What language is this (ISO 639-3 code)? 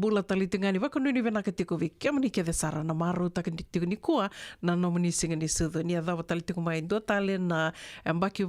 fij